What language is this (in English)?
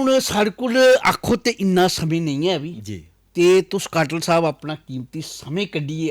Dogri